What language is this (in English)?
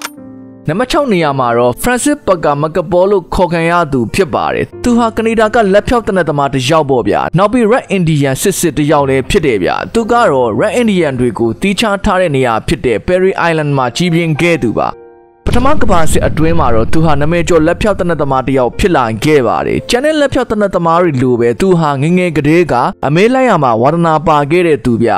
Burmese